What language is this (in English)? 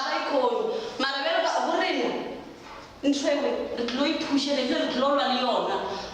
Northern Sotho